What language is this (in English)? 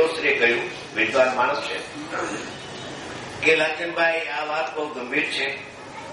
Gujarati